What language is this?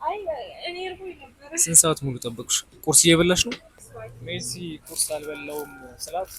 Amharic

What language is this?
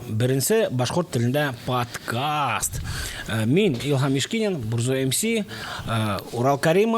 Bashkir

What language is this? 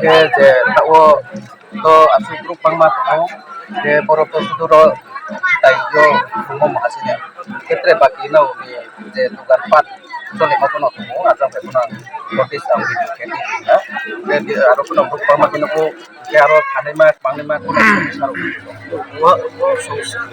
Riang (India)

